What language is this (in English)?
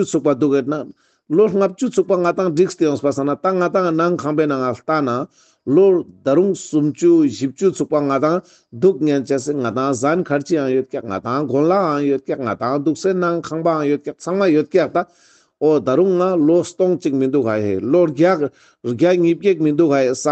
Ladakhi